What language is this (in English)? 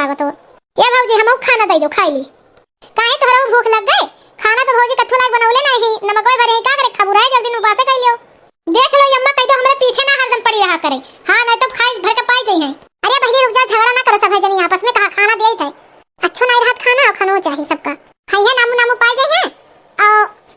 Awadhi